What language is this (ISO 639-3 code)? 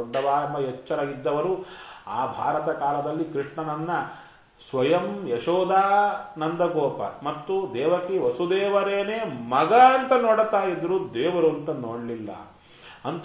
kan